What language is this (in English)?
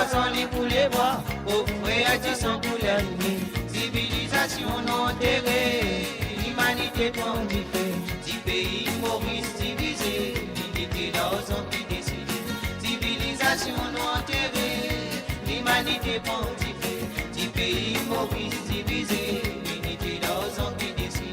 Morisyen